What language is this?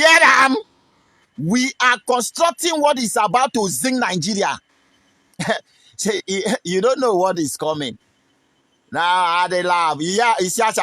Nigerian Pidgin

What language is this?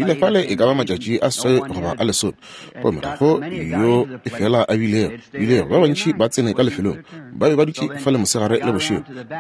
Northern Sotho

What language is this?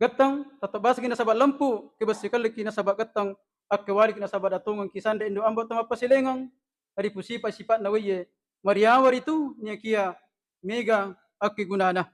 Buginese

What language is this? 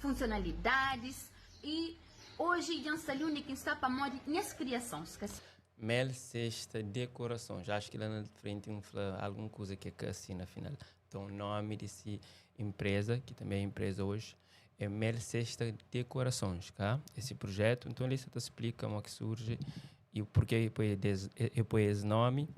Kabuverdianu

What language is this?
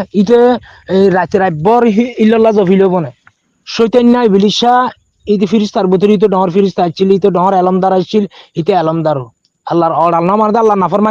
Rohingya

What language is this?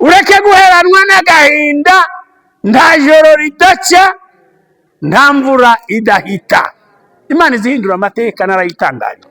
Kinyarwanda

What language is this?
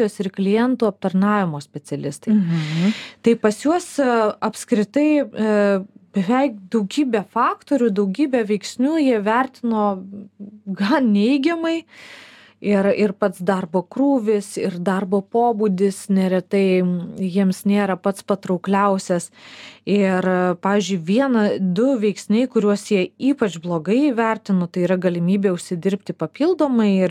Lithuanian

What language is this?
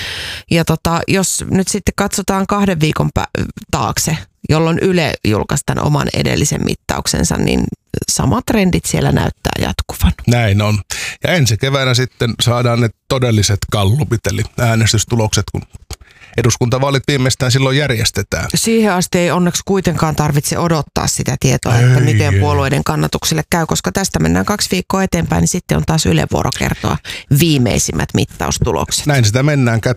Finnish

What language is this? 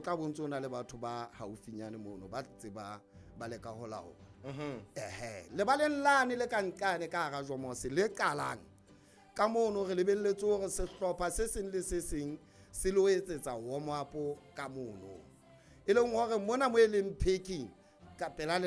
Southern Sotho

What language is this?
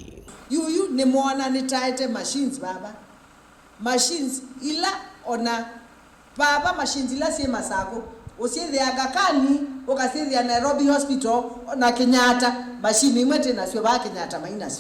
Kamba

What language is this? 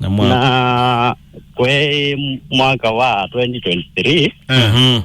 Kamba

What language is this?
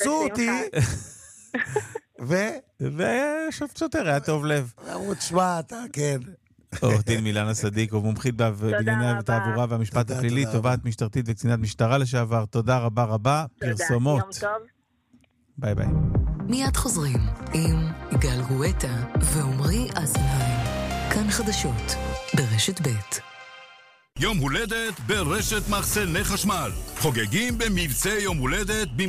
Hebrew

